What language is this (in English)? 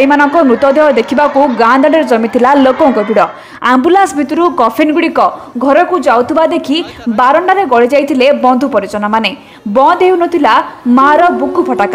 Odia